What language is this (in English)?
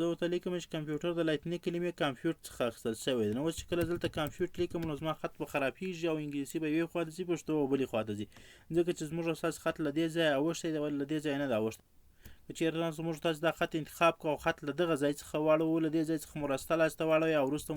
Pashto